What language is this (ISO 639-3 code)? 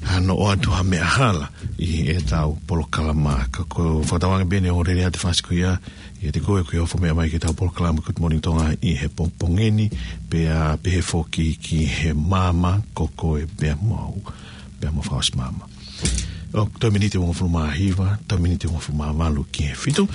ton